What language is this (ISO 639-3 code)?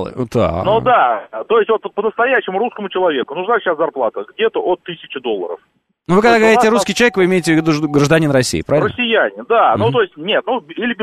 rus